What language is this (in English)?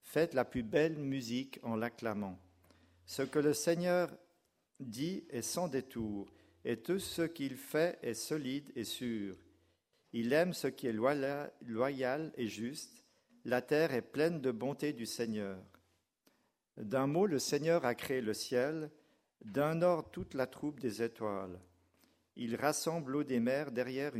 French